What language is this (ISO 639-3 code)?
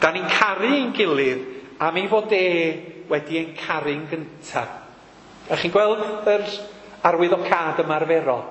cym